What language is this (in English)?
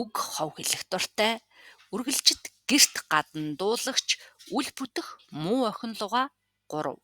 Mongolian